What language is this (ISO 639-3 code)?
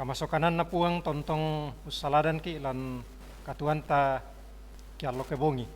sda